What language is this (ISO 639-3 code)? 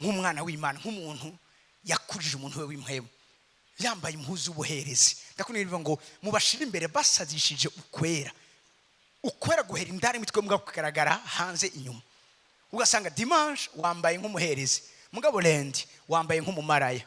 run